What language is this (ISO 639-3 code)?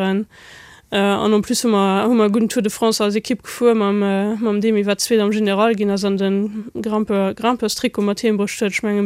ltz